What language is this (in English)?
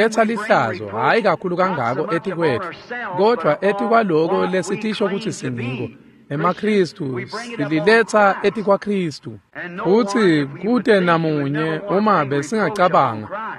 Swati